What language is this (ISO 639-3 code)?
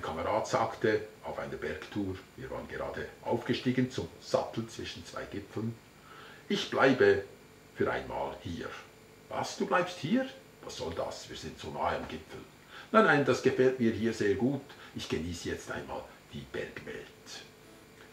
gsw